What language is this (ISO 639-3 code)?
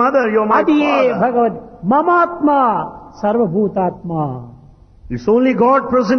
tel